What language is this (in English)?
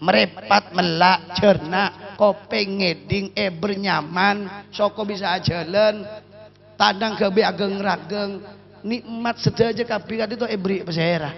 Madurese